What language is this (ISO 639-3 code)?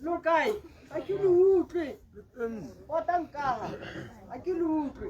tsn